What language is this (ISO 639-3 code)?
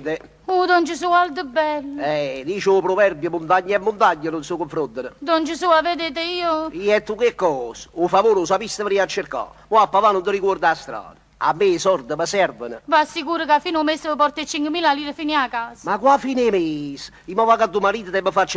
nap